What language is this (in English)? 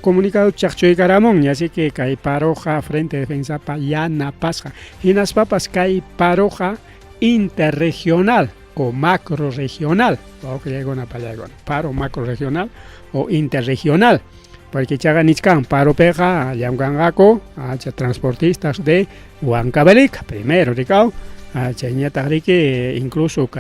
Ayacucho Quechua